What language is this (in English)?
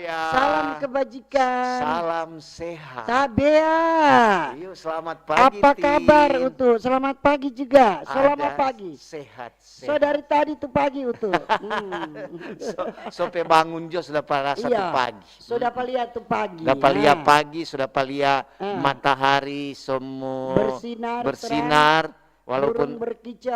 Manado Malay